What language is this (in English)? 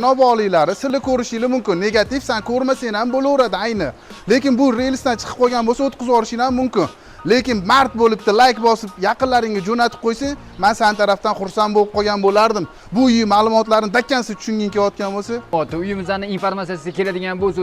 Uzbek